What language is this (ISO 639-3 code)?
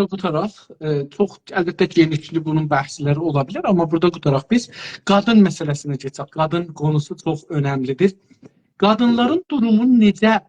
azb